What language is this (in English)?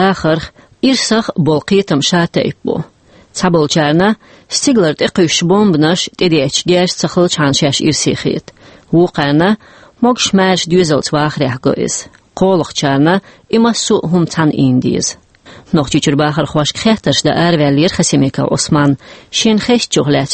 Chechen